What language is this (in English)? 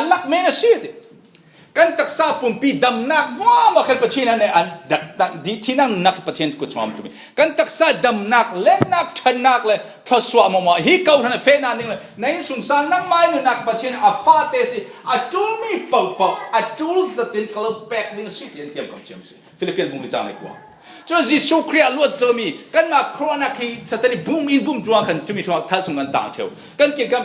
Falam Chin